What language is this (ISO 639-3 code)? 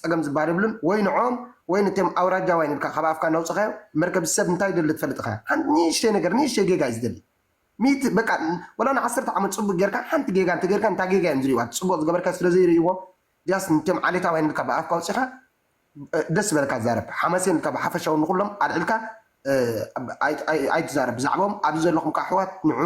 tir